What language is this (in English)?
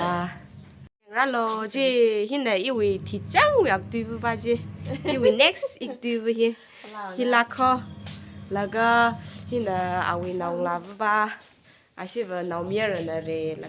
Tangkhul Naga (India)